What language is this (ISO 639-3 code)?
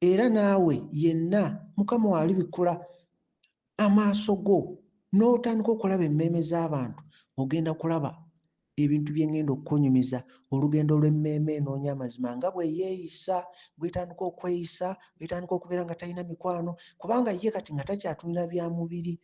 lug